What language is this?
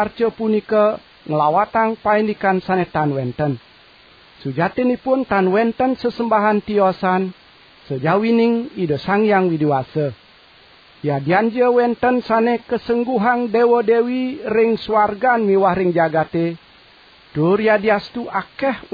Balinese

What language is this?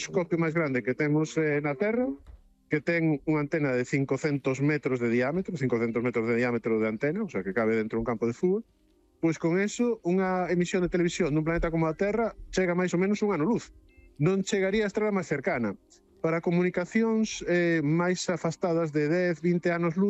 Galician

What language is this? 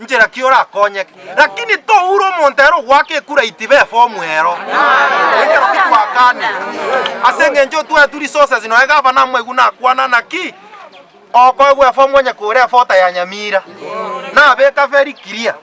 Gusii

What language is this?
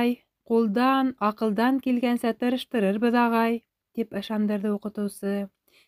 Bashkir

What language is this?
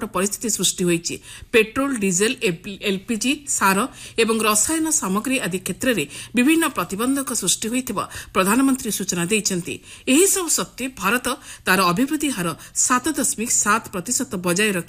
Odia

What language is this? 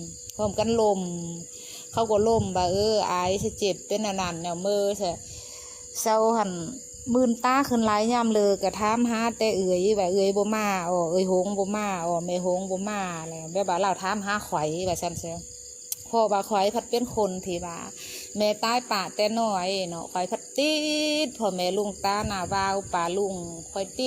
Lao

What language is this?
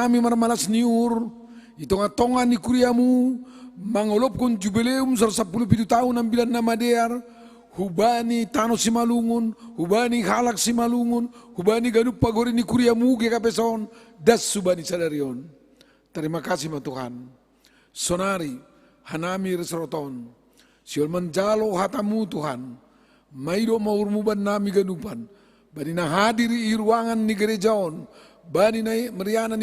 Batak Simalungun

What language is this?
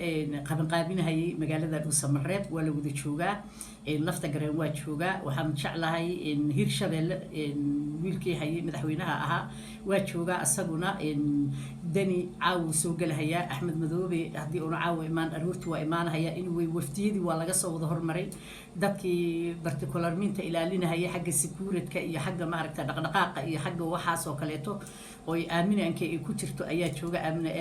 Somali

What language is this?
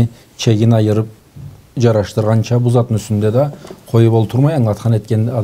Karachay-Balkar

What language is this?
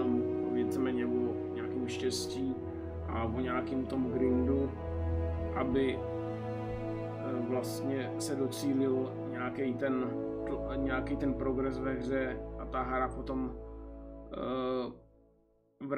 Czech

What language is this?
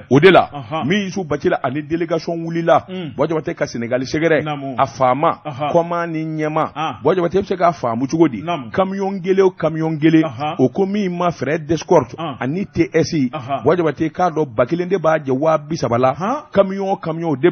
Bambara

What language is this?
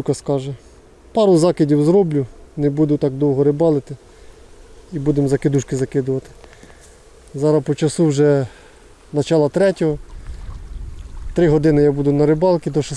Ukrainian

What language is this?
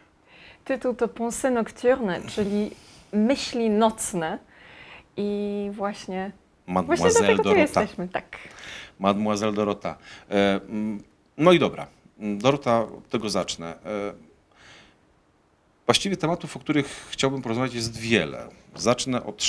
Polish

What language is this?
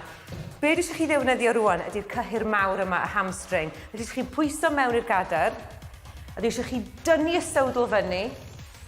Welsh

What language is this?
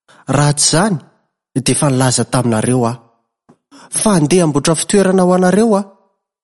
Malagasy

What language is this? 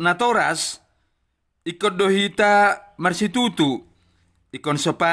Batak Toba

